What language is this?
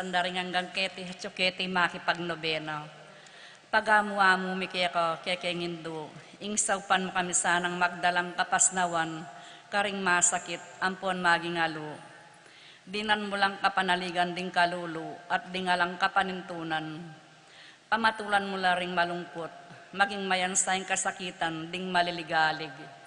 Pampanga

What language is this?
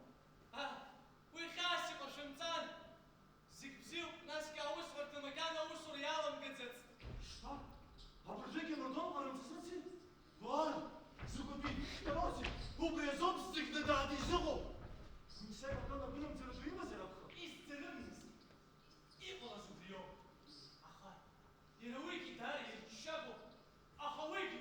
Abkhazian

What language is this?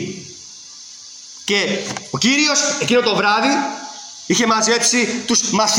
Greek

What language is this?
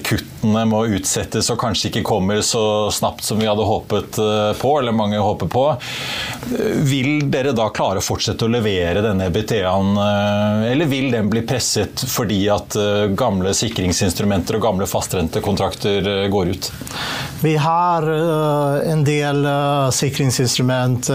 Norwegian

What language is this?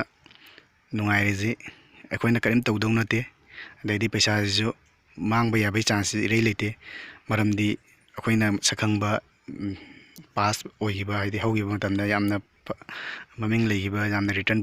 Manipuri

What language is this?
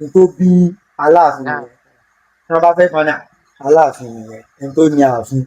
Yoruba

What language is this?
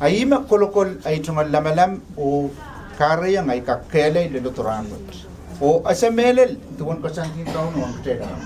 Pohnpeian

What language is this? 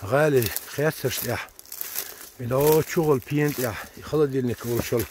Chechen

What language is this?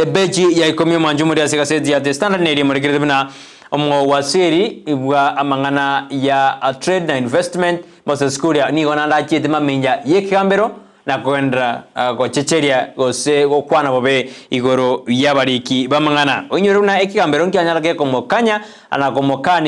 Gusii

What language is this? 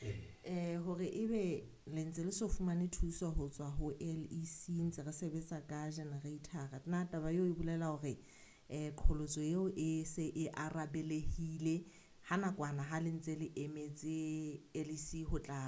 Southern Sotho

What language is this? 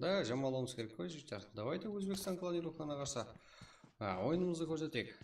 Kara-Kalpak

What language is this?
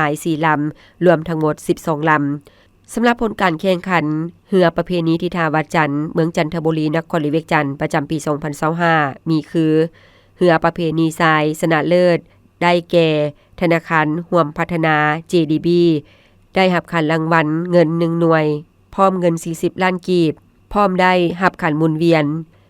Lao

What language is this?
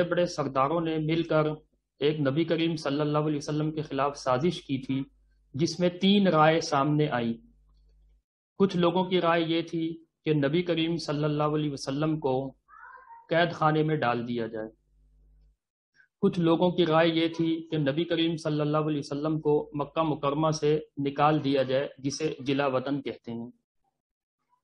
Urdu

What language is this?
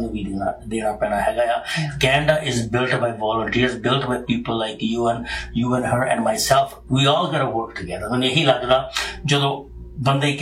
Punjabi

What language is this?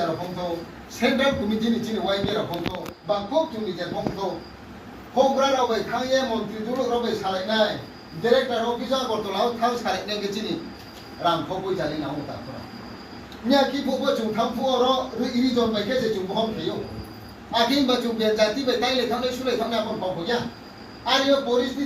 Riang (India)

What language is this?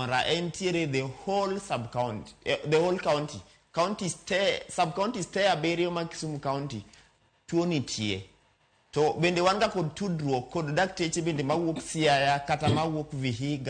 Luo (Kenya and Tanzania)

